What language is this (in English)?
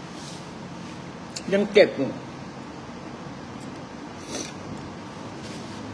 Thai